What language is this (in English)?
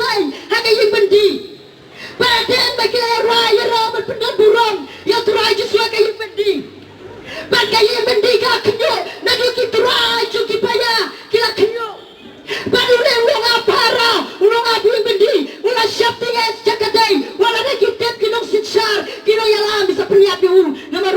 Khasi